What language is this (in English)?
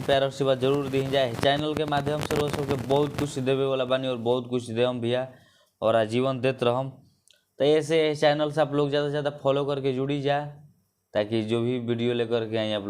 Bhojpuri